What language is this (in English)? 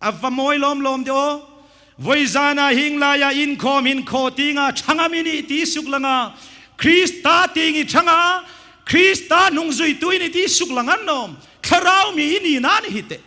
Hmar